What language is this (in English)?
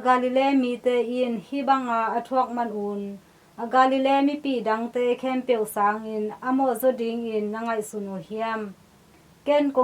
Tedim Chin